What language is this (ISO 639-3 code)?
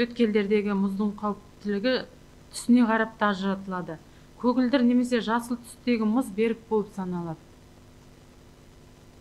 kaz